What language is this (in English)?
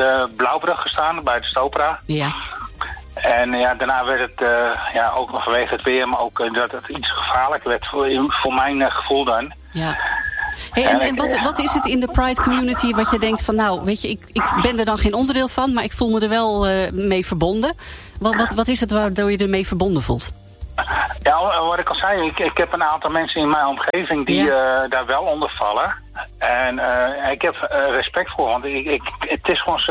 Dutch